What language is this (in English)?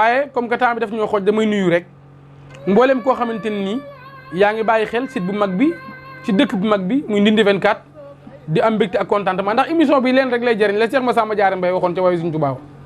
Wolof